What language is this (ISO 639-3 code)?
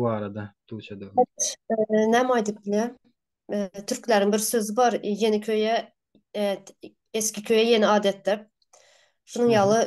tuk